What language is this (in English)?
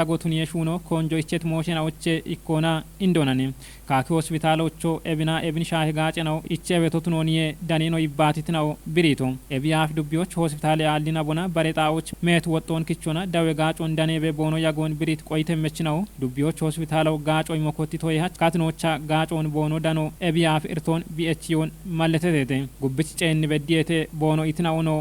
Kafa